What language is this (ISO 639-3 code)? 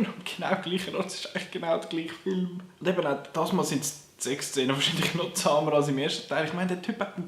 gsw